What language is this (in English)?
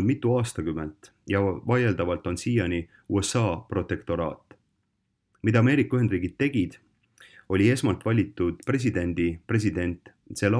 Estonian